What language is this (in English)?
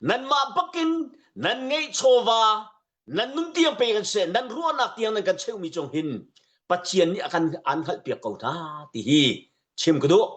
Hakha Chin